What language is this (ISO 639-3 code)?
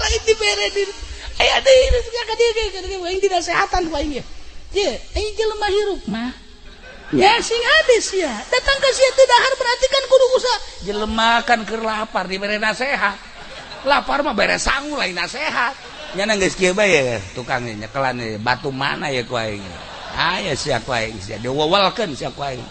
sun